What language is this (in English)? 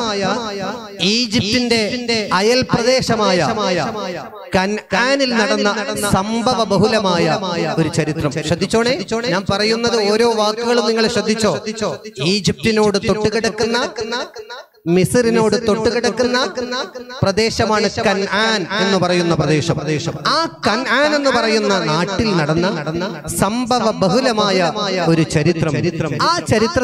Malayalam